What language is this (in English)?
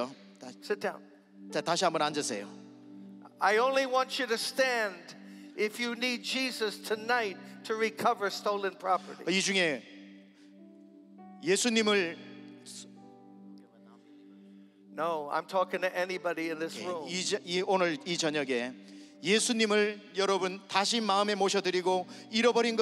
Korean